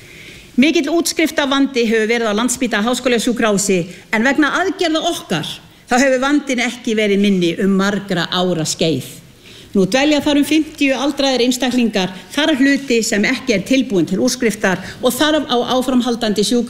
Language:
Icelandic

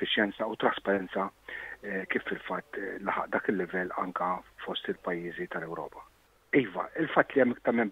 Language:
Maltese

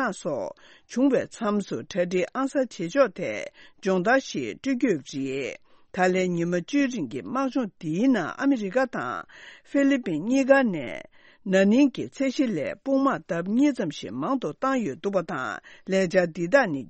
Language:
Tibetan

